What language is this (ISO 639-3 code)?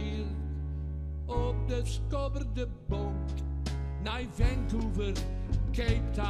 fry